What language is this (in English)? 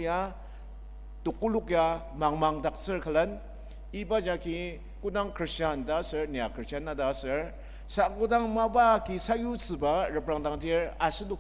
Ao Naga